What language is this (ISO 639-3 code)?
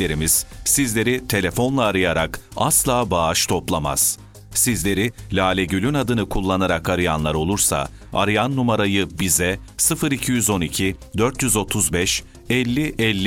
tur